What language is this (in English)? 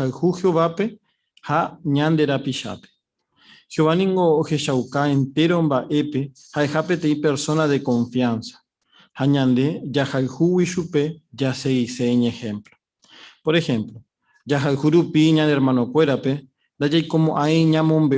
Guarani